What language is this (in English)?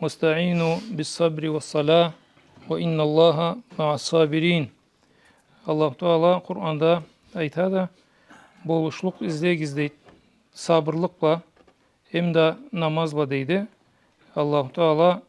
Karachay-Balkar